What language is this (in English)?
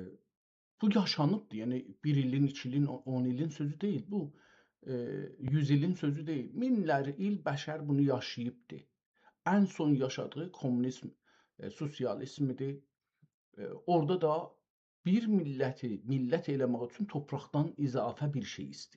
South Azerbaijani